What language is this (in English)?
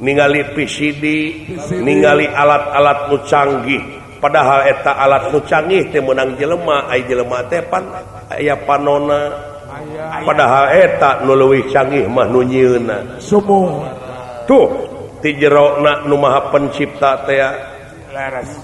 Sundanese